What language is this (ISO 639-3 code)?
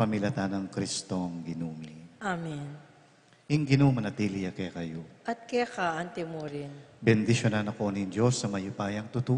pam